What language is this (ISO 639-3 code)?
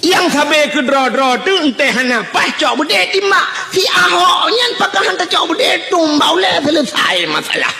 ace